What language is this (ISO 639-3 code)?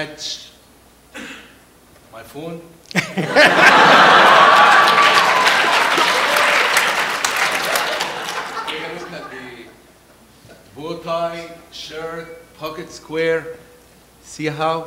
eng